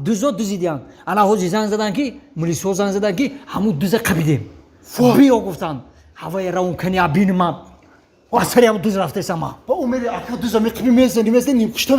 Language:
Tajik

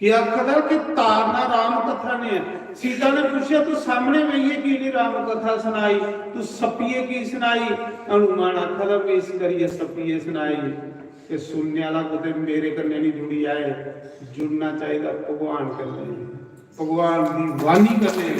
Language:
Dogri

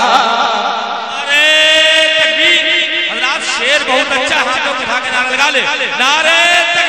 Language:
Urdu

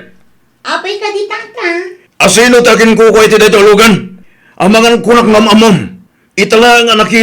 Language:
Iloko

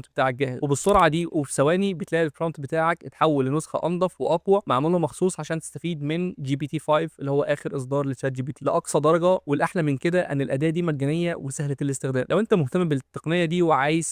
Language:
Egyptian Arabic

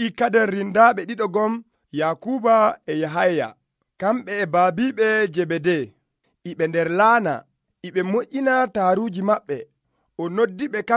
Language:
Nigerian Fulfulde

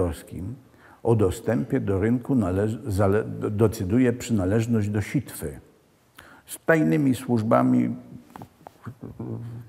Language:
Polish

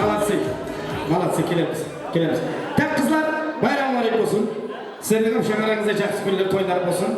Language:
Kara-Kalpak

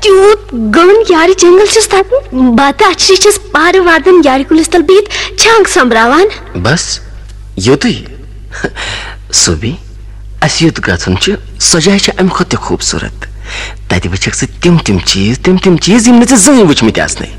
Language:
Kashmiri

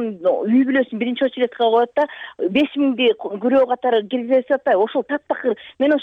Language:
Kyrgyz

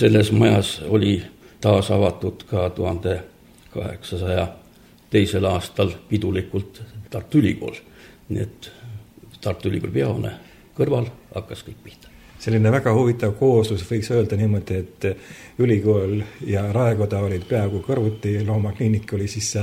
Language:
Estonian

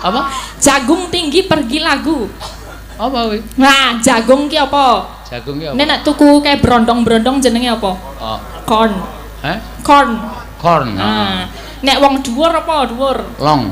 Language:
Javanese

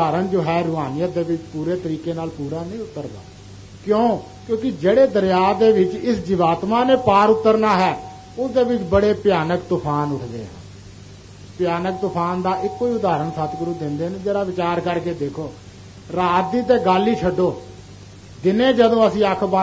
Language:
Punjabi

